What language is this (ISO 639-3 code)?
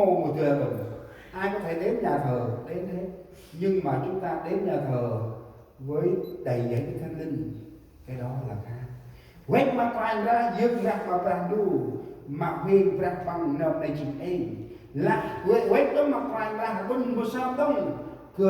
cmo